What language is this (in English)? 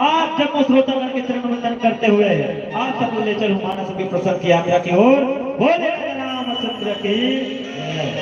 Chhattisgarhi